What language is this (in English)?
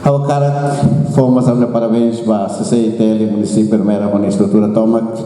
Tetum